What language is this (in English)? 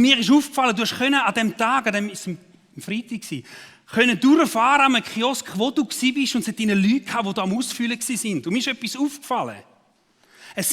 Swiss German